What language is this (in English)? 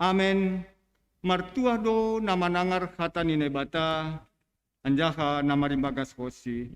Batak Simalungun